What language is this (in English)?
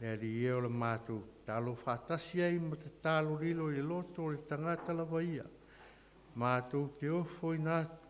Samoan